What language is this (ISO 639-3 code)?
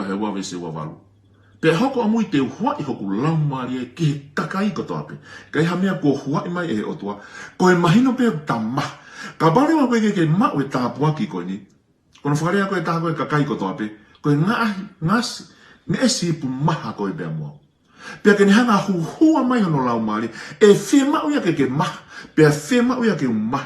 ton